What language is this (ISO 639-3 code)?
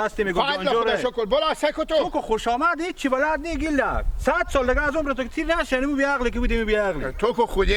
haz